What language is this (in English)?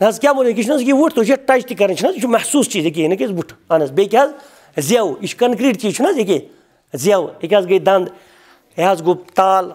Kashmiri